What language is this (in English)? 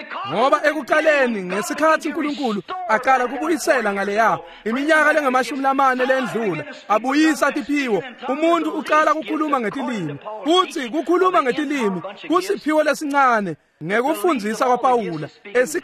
Swati